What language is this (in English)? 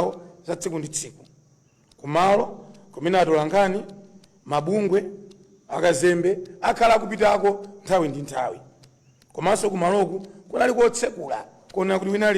Nyanja